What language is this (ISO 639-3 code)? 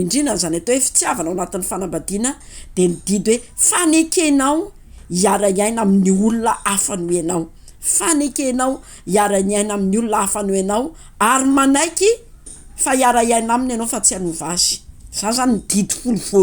mlg